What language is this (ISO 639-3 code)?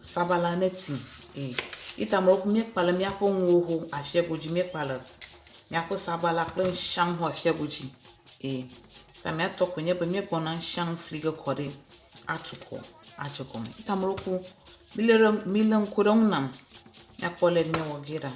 ewe